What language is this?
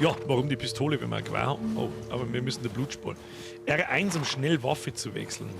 Bavarian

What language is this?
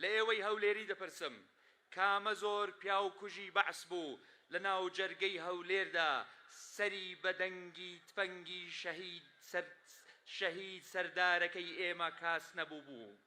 Central Kurdish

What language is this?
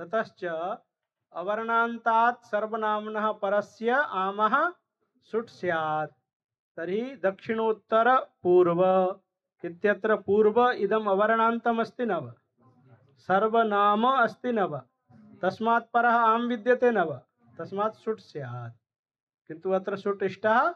Sanskrit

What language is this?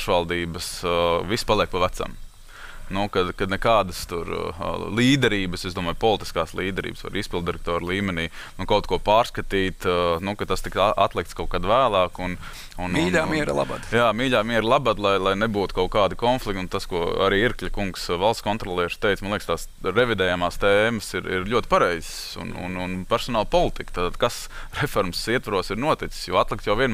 Latvian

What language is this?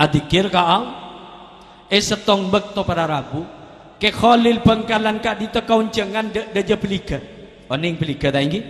Madurese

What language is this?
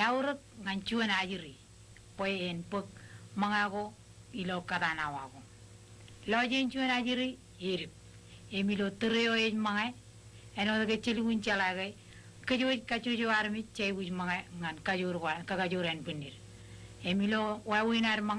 Marshallese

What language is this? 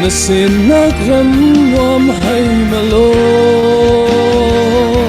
Falam Chin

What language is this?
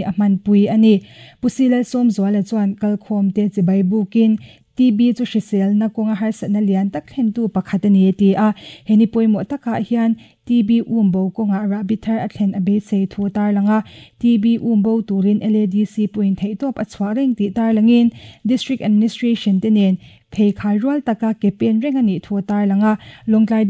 Mizo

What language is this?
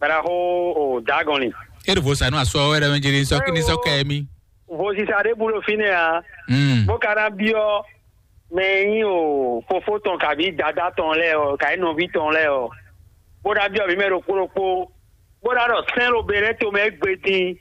Fon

